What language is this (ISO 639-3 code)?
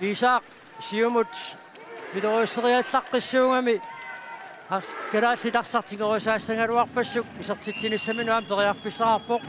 kal